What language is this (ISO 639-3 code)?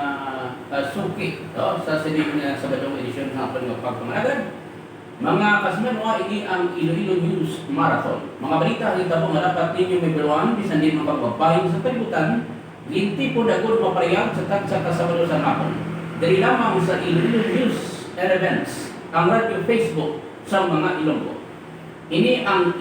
hil